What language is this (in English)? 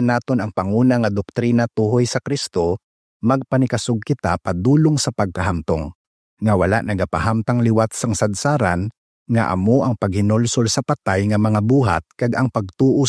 Hiligaynon